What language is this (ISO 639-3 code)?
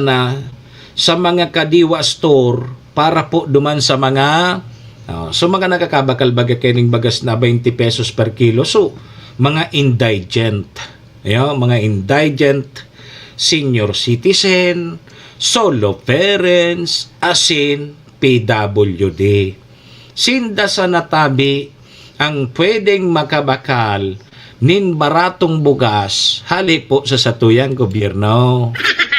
bik